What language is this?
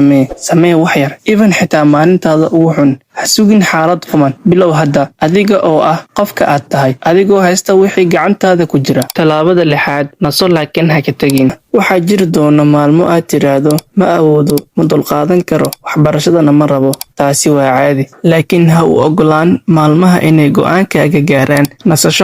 Somali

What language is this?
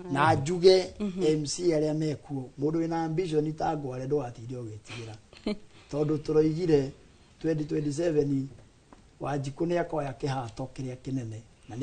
Kikuyu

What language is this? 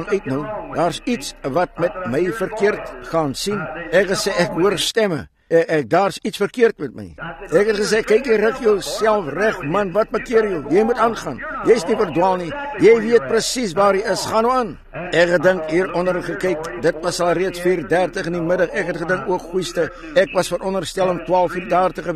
Afrikaans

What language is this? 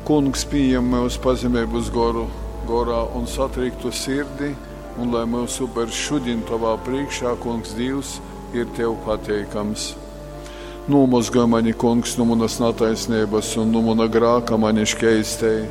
Latgalian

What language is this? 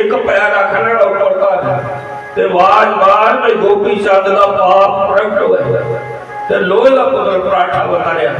Dogri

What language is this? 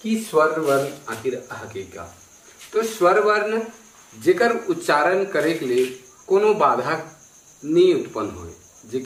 Sadri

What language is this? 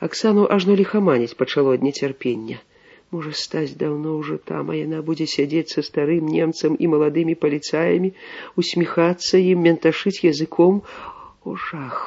Belarusian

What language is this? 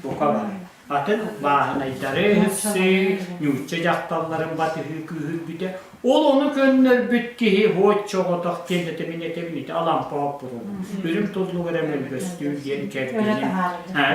Yakut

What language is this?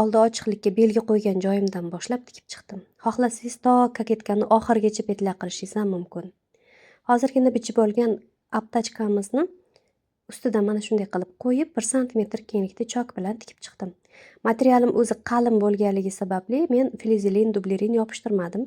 Uzbek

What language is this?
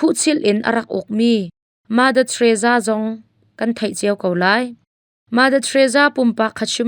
Hakha Chin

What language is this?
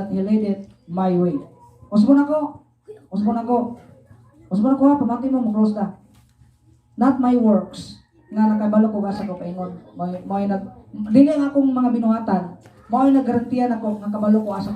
Cebuano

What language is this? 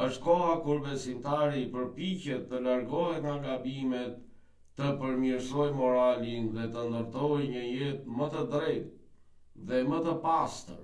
Albanian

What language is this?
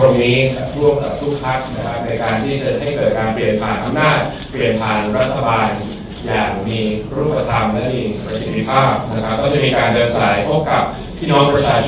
Thai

